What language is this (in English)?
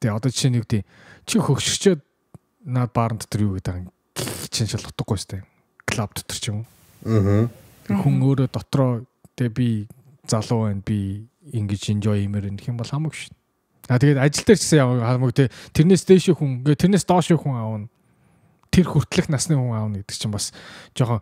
Mongolian